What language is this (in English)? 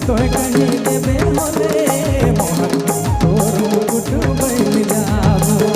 Sadri